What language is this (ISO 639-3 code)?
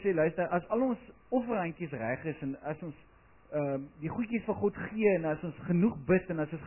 afr